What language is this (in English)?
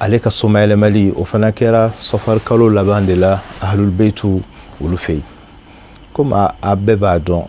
Bambara